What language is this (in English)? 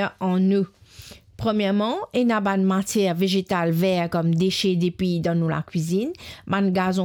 Morisyen